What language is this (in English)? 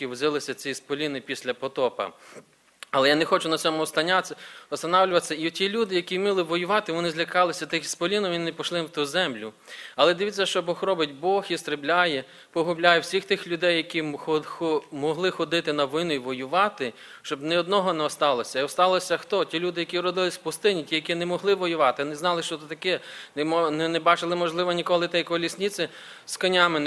Ukrainian